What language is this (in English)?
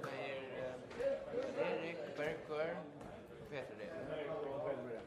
Faroese